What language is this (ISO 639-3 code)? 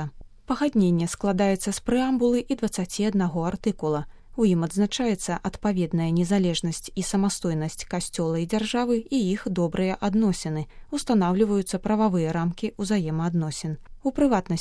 bel